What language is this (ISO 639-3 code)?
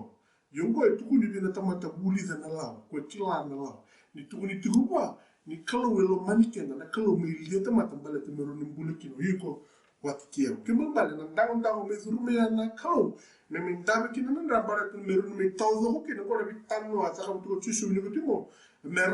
fij